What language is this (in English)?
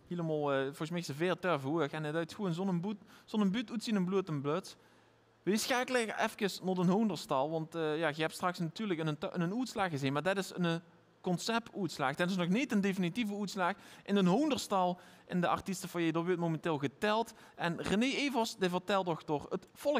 Limburgish